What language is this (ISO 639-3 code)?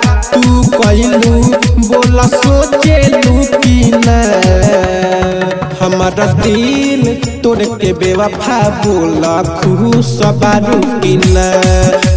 bho